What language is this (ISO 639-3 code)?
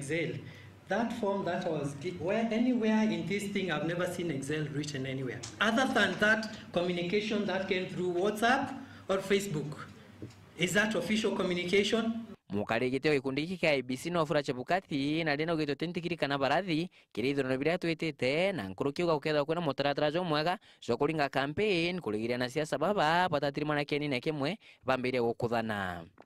mer